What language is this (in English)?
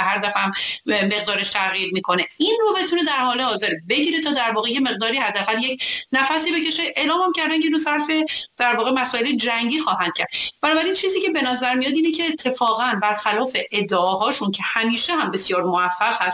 Persian